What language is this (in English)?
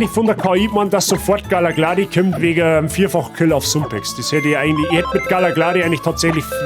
Bavarian